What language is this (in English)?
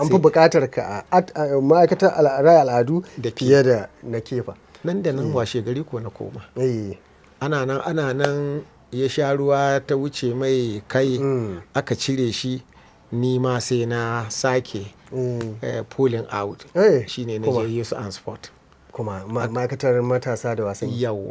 Hausa